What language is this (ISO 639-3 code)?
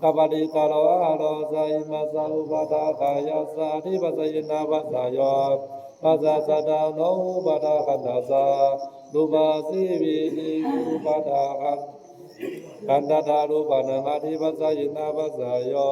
pli